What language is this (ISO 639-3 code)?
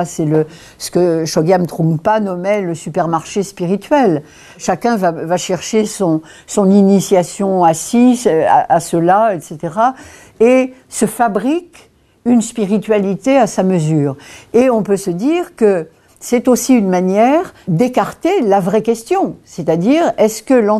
fra